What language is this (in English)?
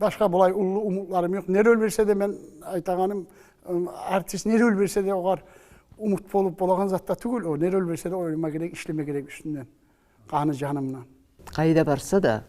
Kumyk